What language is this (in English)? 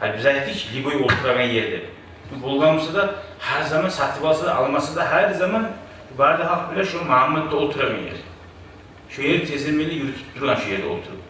Kumyk